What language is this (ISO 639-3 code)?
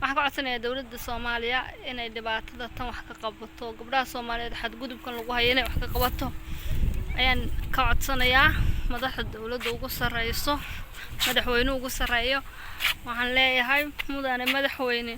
som